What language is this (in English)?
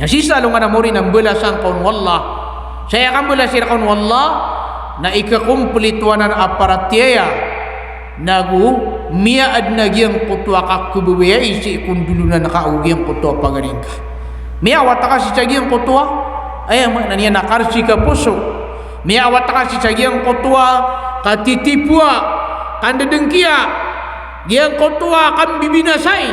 Maranao